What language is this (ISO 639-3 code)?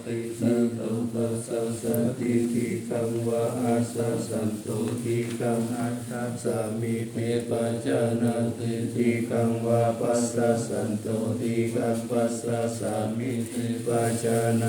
pli